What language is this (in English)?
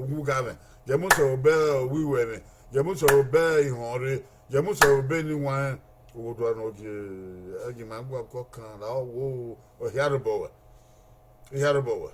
Bini